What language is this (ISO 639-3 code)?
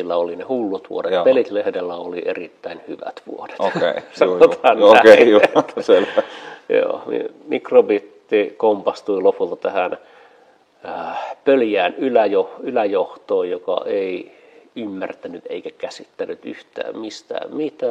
fin